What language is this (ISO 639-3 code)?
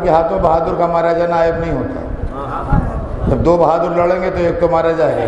urd